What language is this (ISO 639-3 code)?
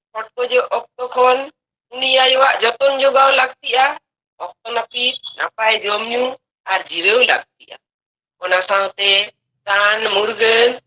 sat